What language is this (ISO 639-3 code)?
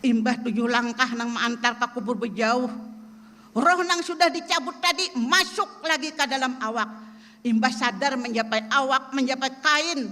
bjn